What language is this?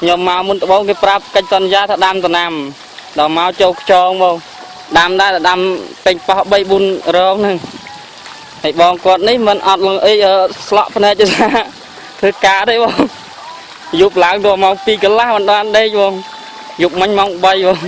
Khmer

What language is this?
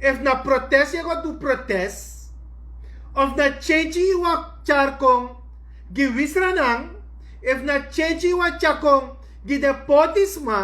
Sranan Tongo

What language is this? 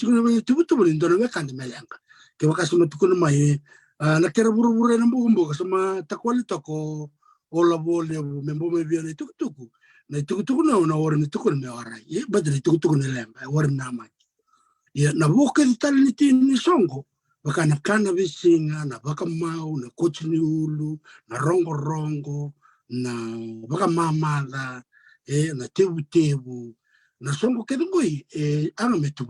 Fijian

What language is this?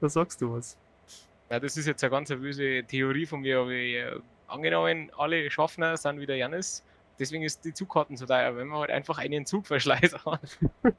Bavarian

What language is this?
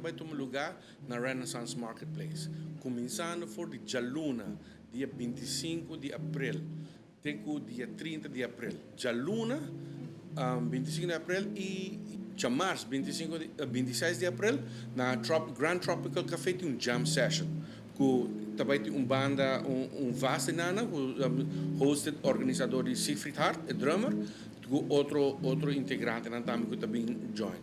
Papiamento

